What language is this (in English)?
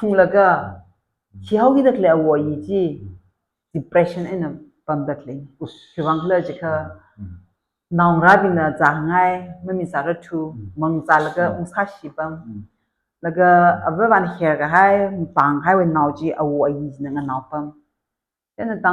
Tangkhul Naga (India)